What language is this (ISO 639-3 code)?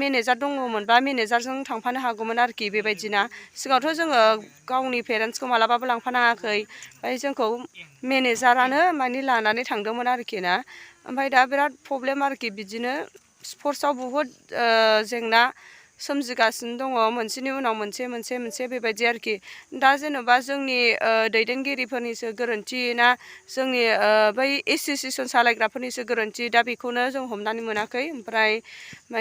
brx